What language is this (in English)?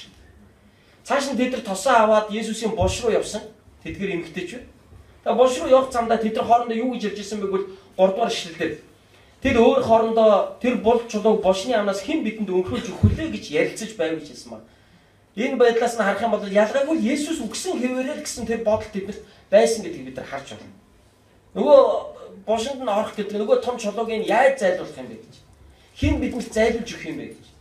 Mongolian